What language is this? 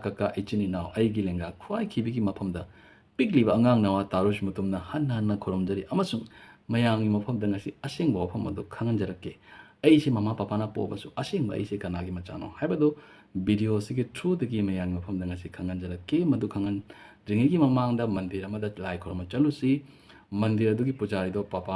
Manipuri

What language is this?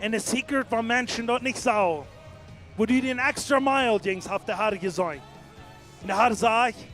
Plautdietsch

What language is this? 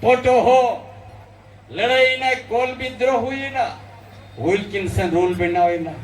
Santali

